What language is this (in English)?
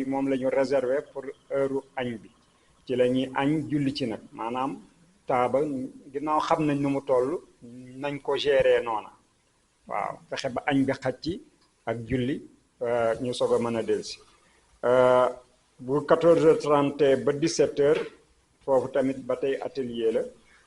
Wolof